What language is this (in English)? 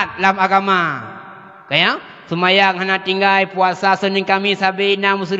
Achinese